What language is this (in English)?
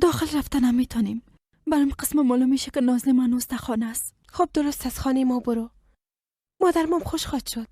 Persian